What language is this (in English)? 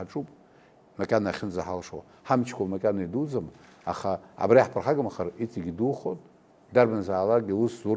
Abkhazian